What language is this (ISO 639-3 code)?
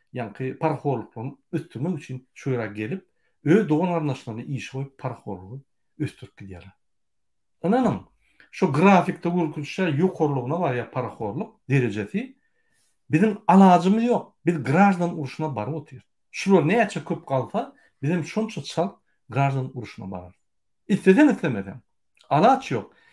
tuk